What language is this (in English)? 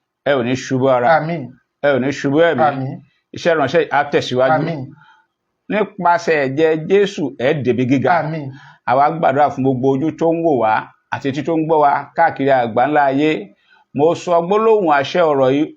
Yoruba